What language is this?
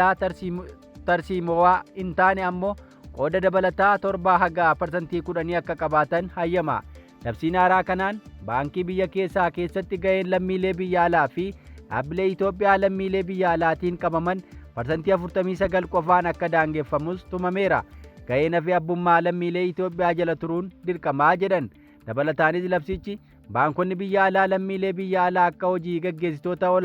Oromo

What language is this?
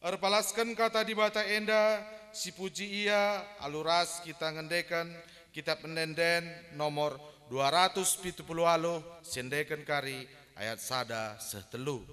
Batak Karo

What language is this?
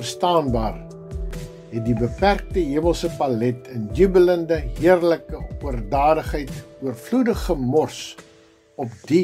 Afrikaans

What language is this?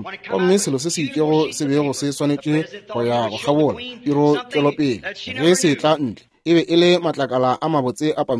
Northern Sotho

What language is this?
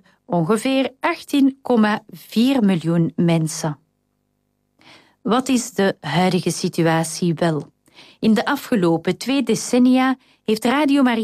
Dutch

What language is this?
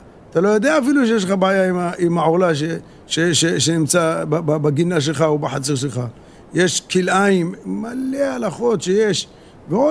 Hebrew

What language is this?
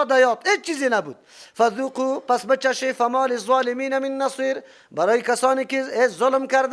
Persian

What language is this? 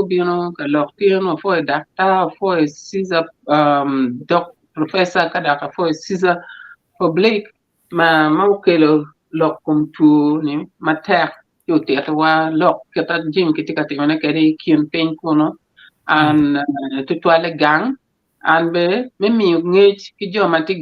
Acoli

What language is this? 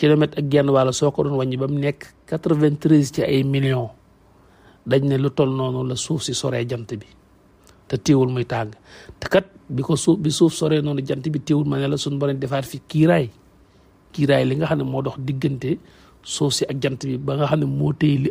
Wolof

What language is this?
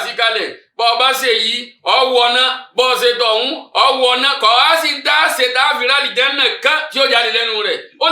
Yoruba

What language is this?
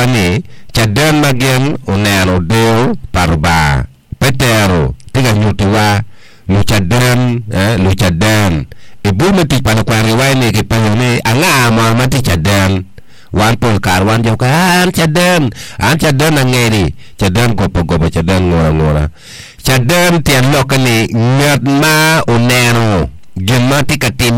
Acoli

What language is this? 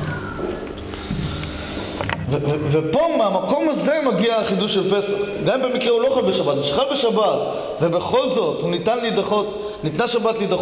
Hebrew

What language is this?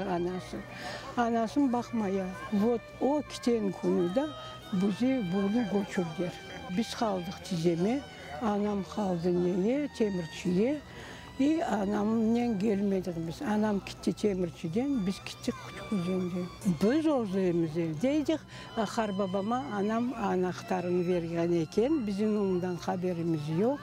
Crimean Tatar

